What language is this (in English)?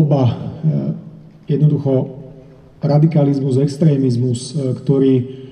Slovak